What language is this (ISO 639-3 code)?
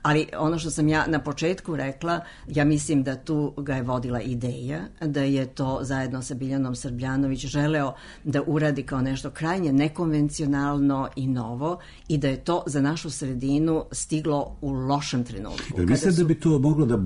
srp